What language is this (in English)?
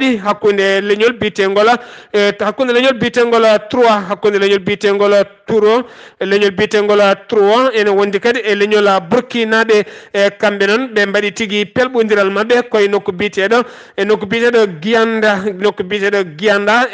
Fula